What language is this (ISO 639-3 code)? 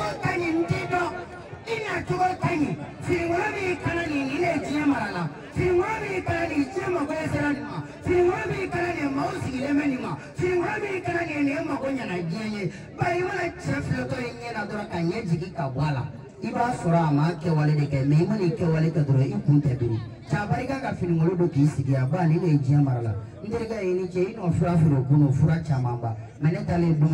bam